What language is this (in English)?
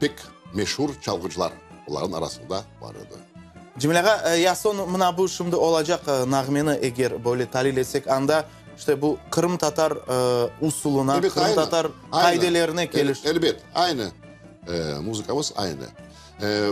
Crimean Tatar